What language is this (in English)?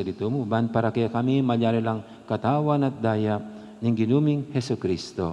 Pampanga